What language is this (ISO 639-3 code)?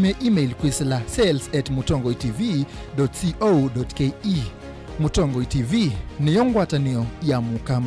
kam